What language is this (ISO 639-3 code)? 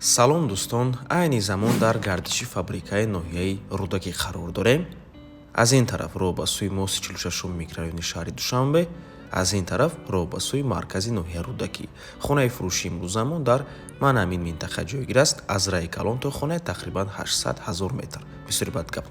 tgk